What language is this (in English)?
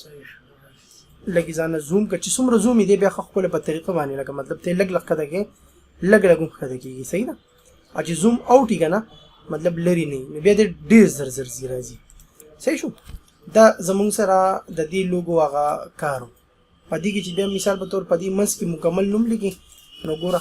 Pashto